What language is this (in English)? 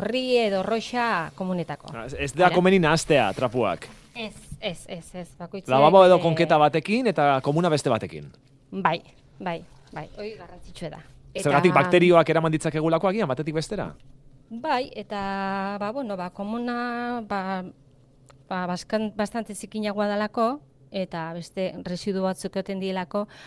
Basque